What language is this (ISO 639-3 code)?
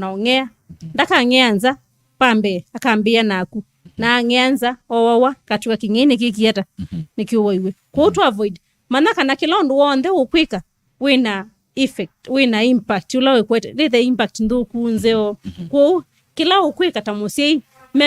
kam